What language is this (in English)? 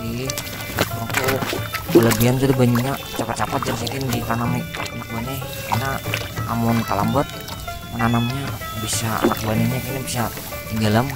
Banjar